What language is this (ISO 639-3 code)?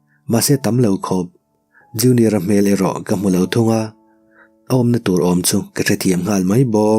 lus